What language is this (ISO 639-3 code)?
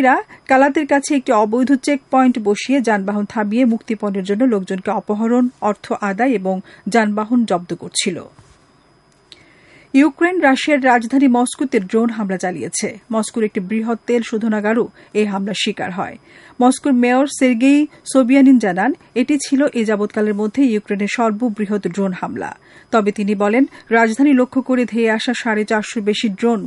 ben